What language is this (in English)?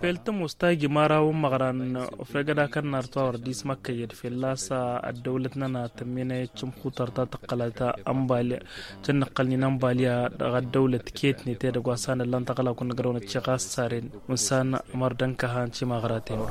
Tamasheq